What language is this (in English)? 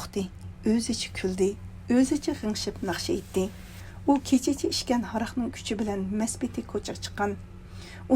Uyghur